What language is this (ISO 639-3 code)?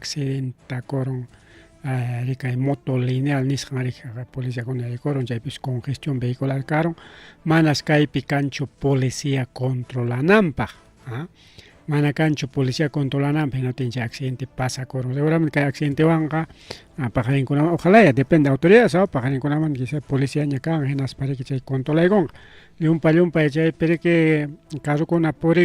quy